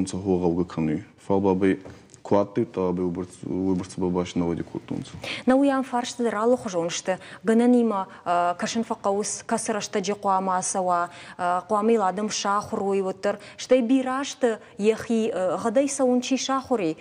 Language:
Ossetic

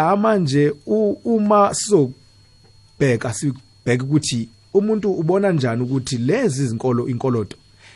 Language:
South Ndebele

